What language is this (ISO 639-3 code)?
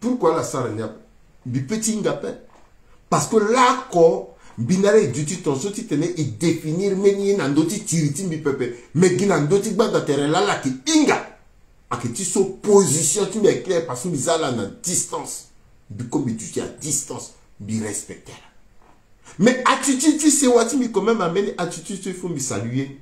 sag